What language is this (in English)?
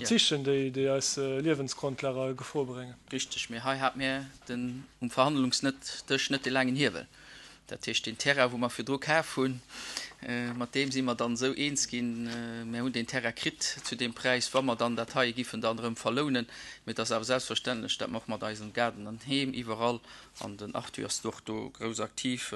Luxembourgish